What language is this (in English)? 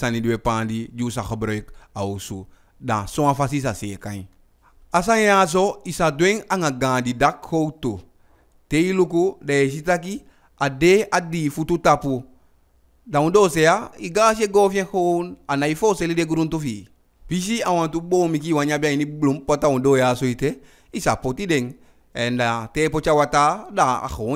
Eastern Maroon Creole